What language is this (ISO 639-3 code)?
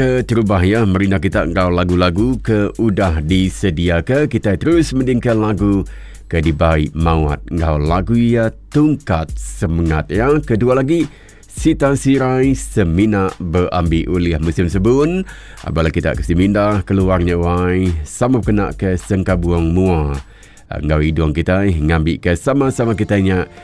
iba